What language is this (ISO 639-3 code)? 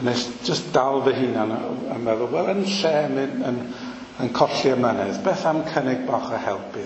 cym